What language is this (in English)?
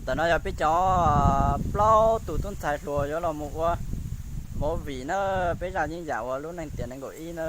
Hmong